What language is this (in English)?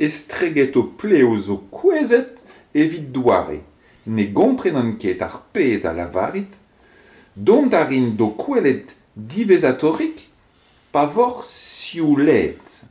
Breton